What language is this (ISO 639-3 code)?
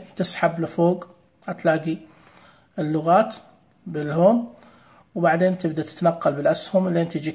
ars